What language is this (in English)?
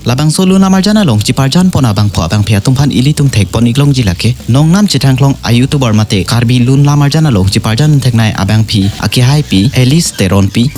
Karbi